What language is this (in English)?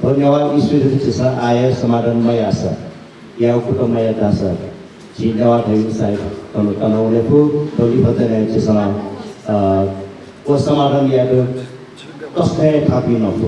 Newari